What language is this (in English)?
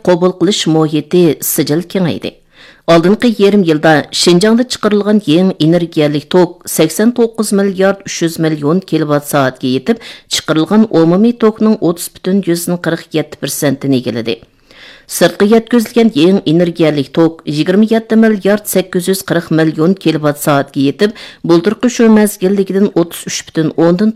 Uyghur